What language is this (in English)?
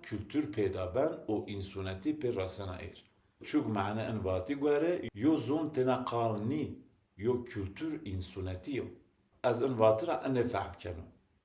Zaza